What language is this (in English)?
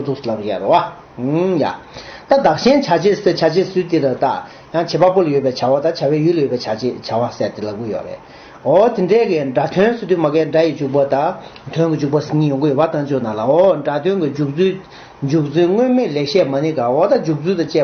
Tibetan